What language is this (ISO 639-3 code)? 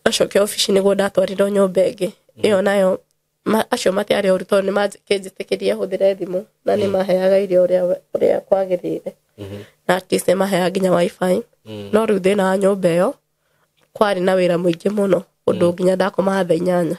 kik